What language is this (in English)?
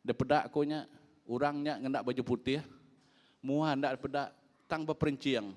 Iban